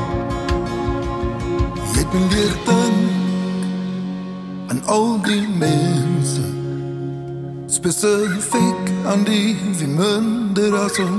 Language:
Afrikaans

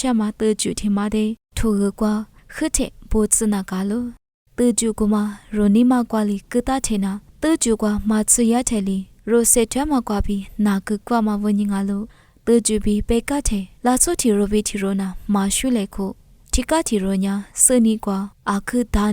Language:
Lisu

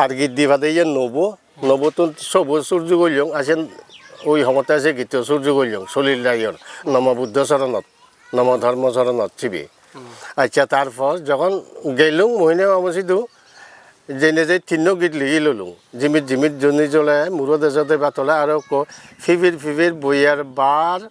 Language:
Chakma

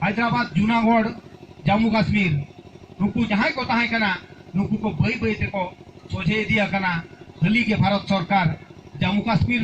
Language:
Santali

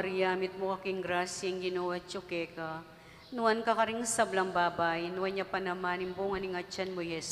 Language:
Pampanga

